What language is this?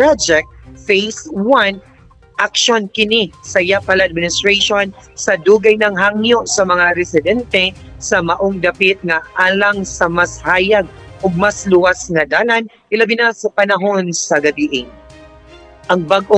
Cebuano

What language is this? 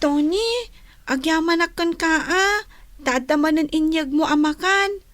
Iloko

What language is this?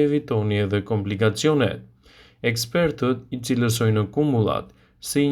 Albanian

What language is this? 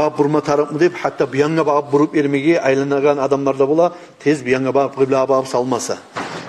Kumyk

